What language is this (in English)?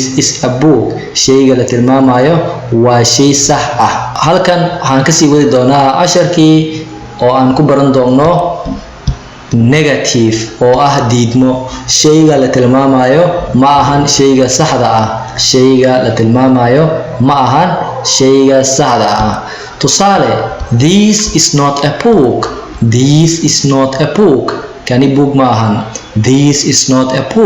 Somali